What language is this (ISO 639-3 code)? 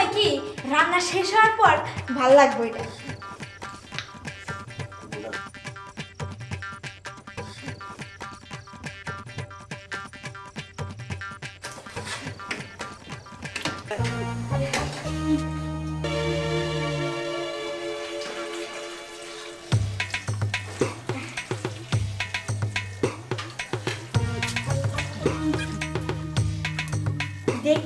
ben